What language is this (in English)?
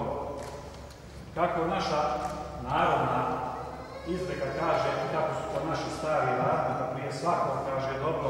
Croatian